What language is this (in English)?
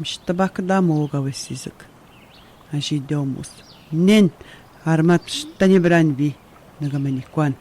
Atikamekw